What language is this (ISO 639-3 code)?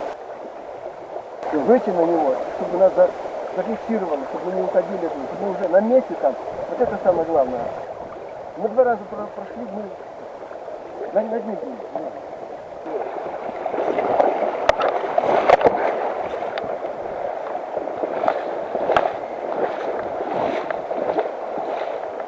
rus